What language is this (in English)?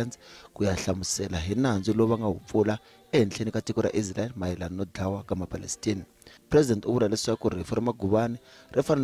Tsonga